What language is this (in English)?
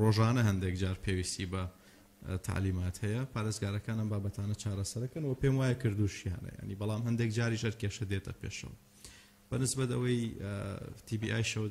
Central Kurdish